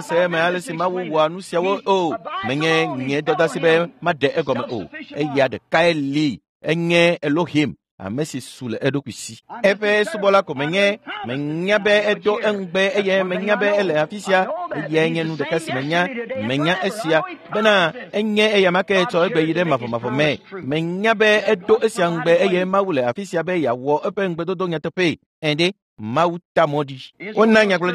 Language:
Ewe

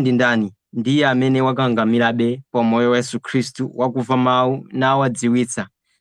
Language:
Nyanja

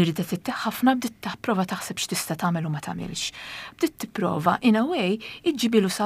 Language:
Maltese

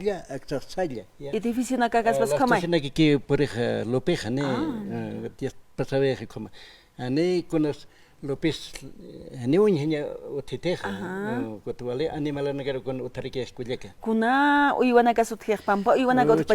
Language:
Aymara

